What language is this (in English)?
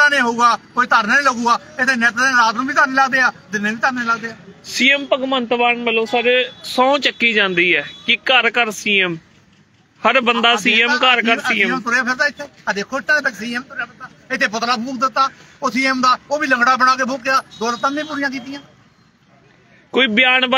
Punjabi